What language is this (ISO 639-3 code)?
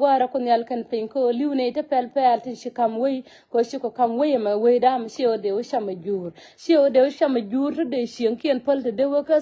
nus